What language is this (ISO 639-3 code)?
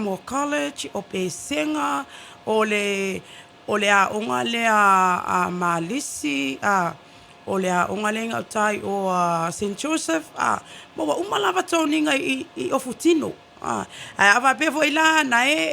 smo